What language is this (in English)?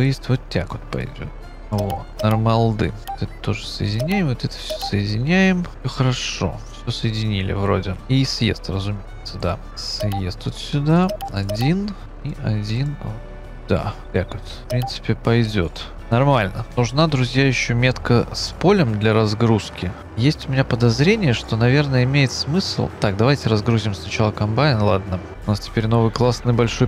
Russian